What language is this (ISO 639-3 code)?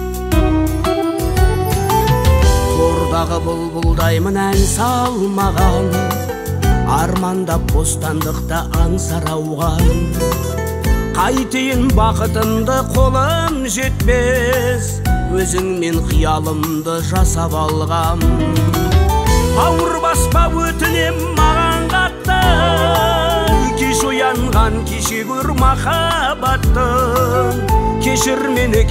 kaz